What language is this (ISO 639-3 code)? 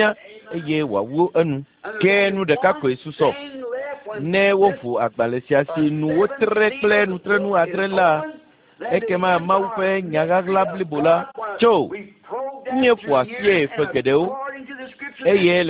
ewe